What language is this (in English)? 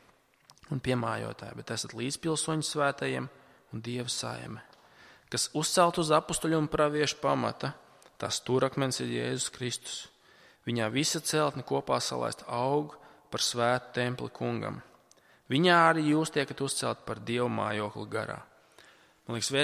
Latvian